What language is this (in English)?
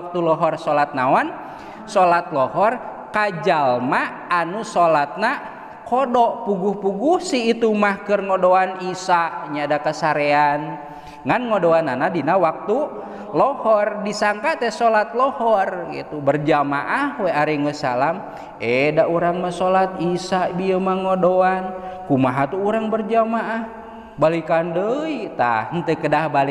Sundanese